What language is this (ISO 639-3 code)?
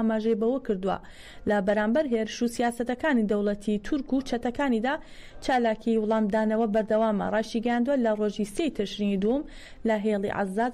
ckb